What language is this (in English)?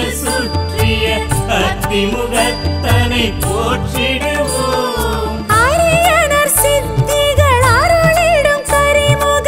Tamil